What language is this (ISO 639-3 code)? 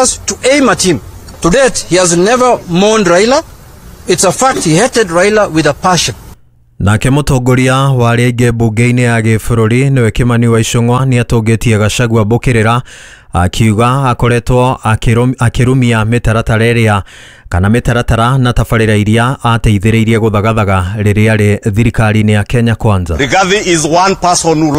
kik